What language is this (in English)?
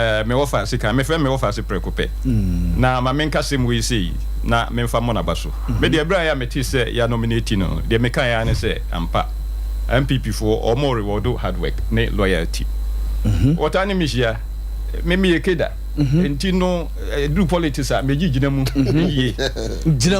Akan